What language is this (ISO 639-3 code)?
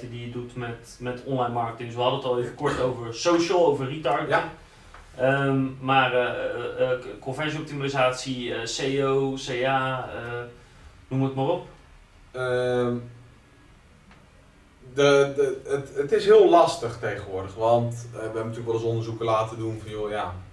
nld